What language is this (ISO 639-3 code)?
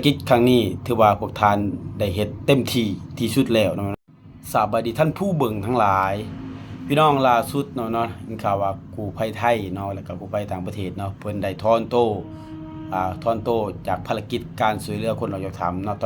lao